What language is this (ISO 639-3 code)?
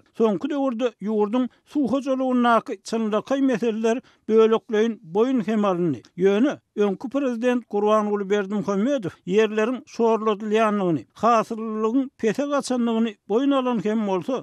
tuk